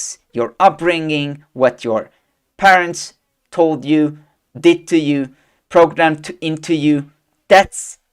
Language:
English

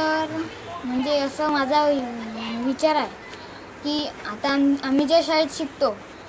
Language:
Marathi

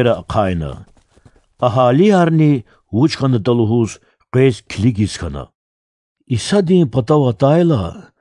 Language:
Lezghian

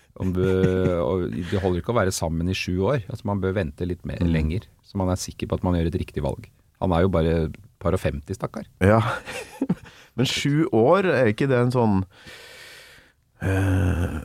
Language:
Norwegian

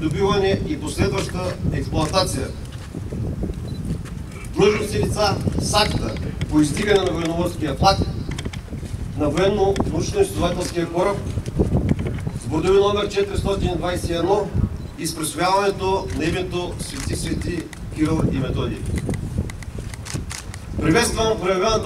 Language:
Bulgarian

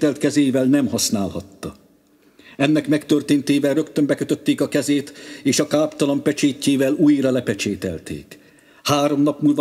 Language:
Hungarian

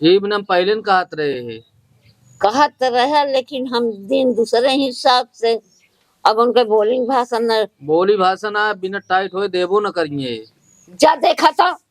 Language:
Awadhi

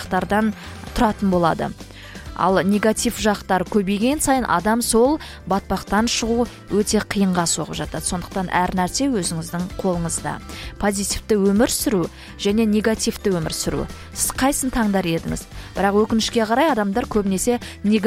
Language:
Kazakh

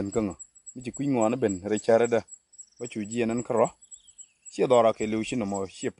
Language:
Nuer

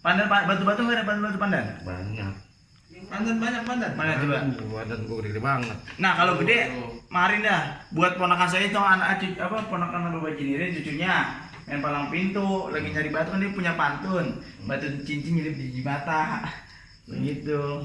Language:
Betawi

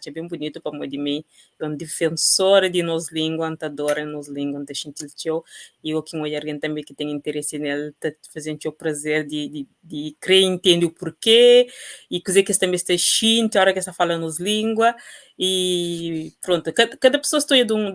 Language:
Kabuverdianu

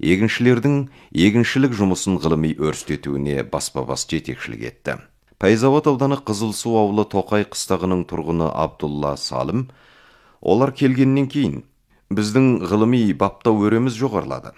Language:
Kazakh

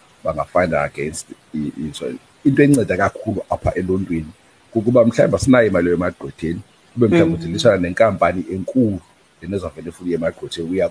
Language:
Xhosa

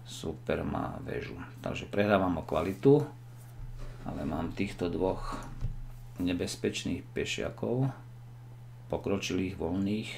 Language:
Slovak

